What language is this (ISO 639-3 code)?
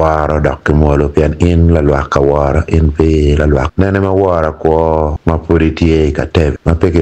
ach